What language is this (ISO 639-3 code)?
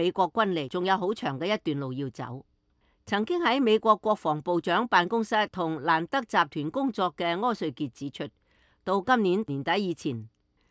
yue